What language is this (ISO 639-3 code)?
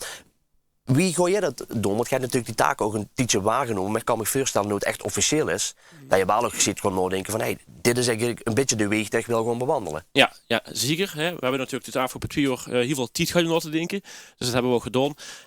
lim